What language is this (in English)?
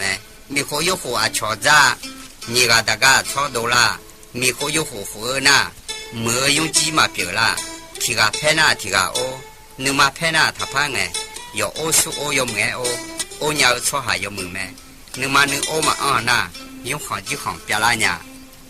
Akha